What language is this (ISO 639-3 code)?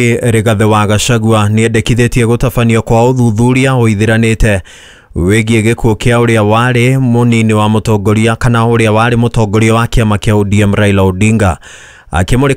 kik